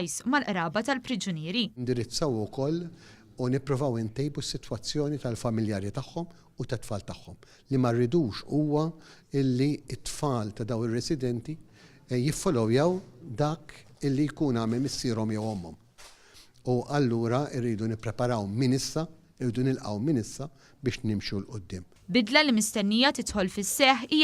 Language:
Maltese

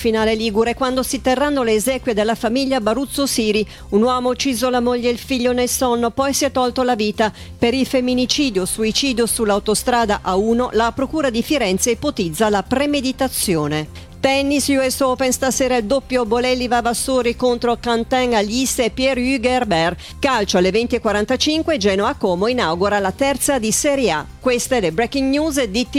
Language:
Italian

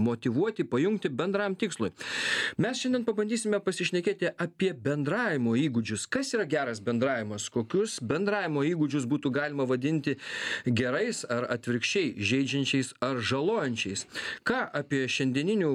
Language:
Lithuanian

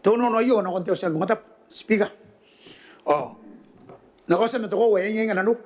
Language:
Gilbertese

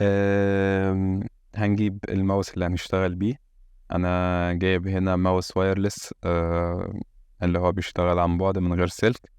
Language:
Egyptian Arabic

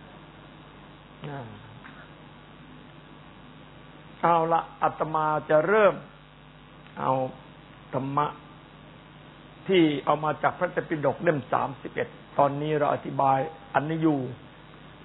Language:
Thai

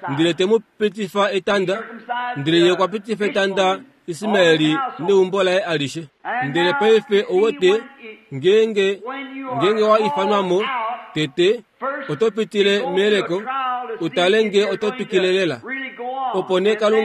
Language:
Kuanyama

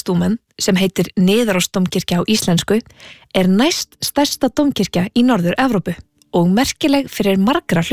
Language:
Icelandic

